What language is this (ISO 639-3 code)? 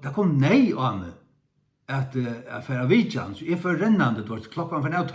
fao